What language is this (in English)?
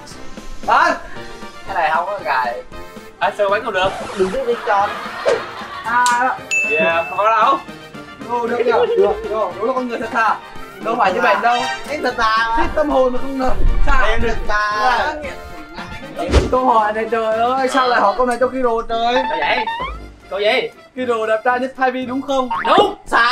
Vietnamese